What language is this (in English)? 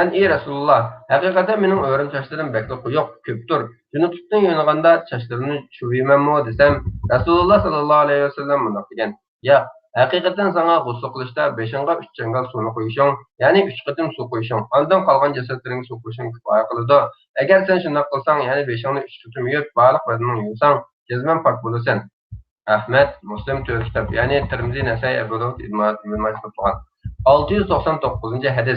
Uyghur